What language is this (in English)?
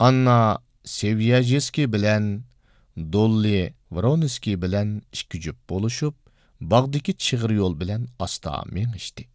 Uyghur